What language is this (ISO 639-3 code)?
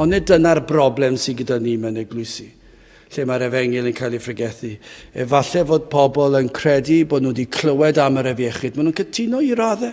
cym